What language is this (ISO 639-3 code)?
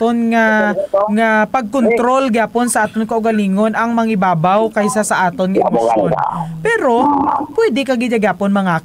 hil